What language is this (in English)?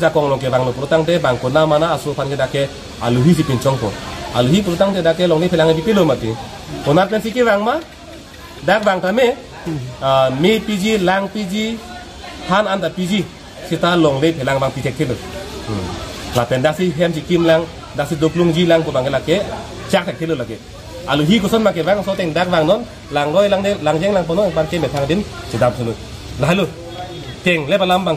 Karbi